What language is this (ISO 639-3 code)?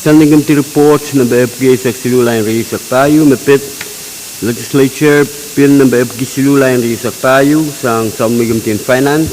pon